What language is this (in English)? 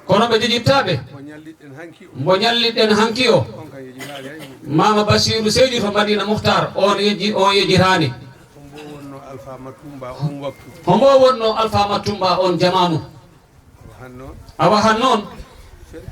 Fula